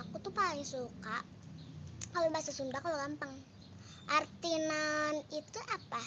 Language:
Betawi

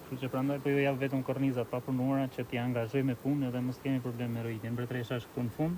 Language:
Albanian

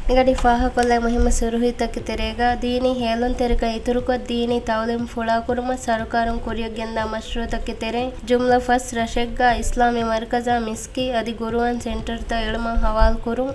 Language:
Divehi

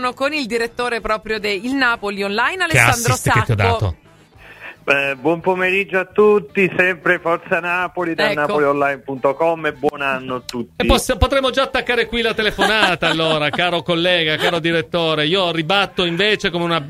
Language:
Italian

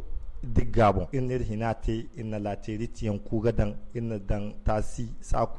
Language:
Zarma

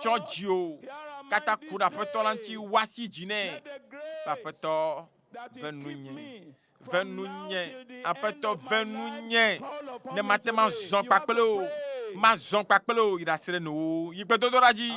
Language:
Ewe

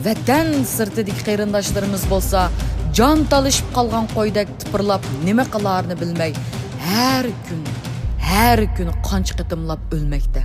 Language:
Uyghur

